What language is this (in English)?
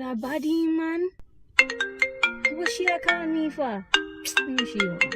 Jamaican Creole English